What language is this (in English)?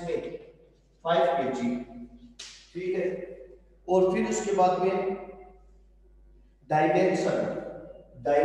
Hindi